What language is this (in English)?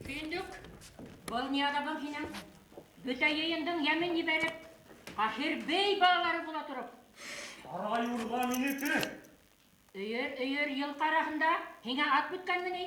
Bashkir